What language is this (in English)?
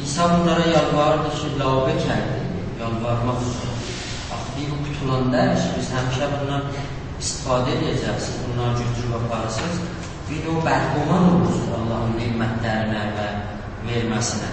South Azerbaijani